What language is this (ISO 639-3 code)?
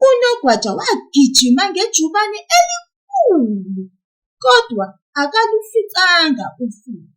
zul